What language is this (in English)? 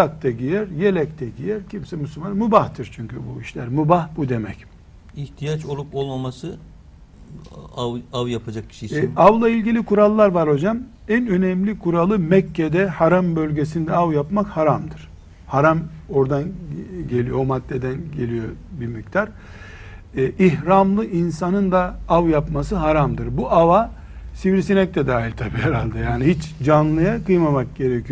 Turkish